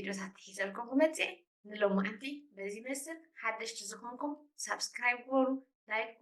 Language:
Tigrinya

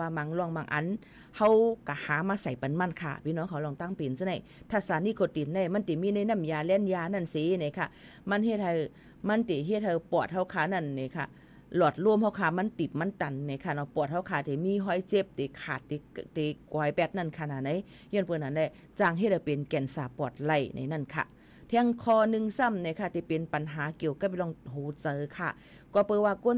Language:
Shan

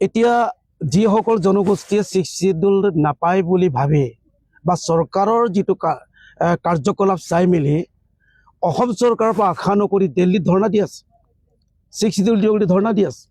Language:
Assamese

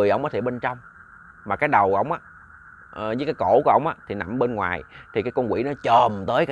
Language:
Vietnamese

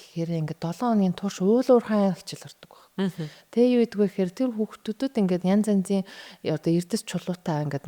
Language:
Mongolian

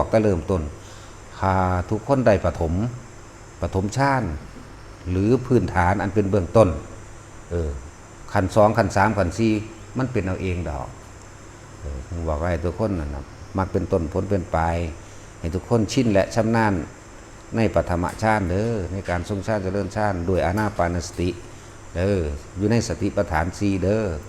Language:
Northeastern Thai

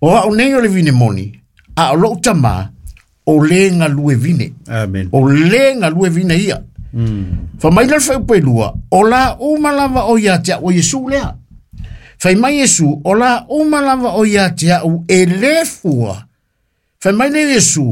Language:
Samoan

